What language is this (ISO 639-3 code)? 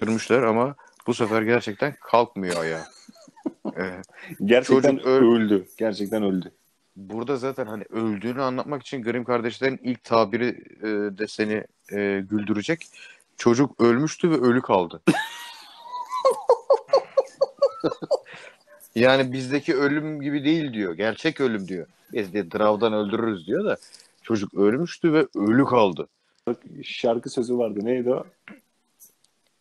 tur